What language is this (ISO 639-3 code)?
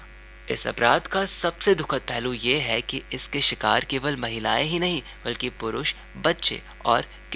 hin